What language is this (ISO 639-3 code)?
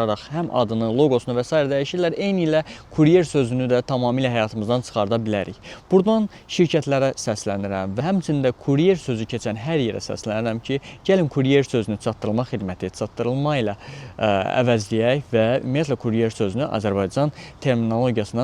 aze